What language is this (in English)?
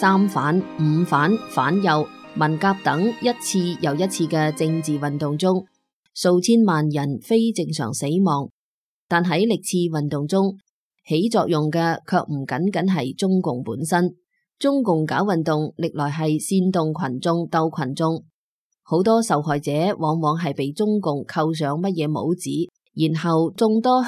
Cantonese